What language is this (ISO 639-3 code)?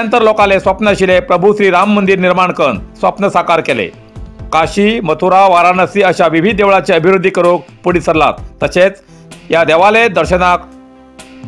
kok